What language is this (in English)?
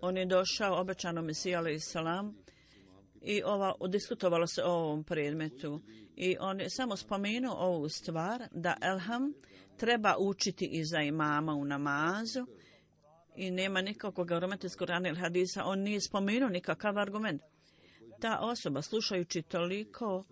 Bosnian